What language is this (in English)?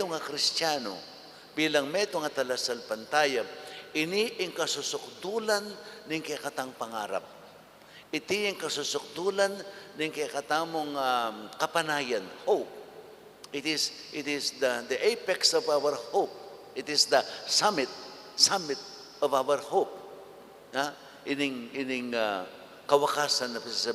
Pampanga